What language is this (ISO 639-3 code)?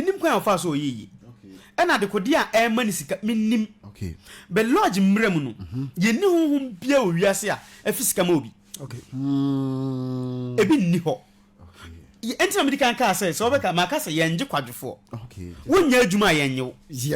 aka